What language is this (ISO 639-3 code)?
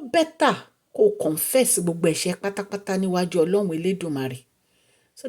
yor